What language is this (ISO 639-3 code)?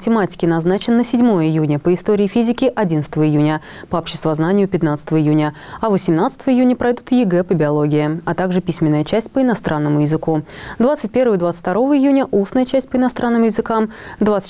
rus